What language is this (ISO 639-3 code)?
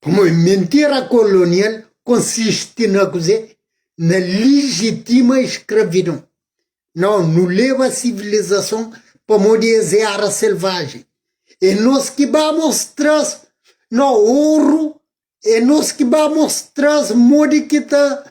kea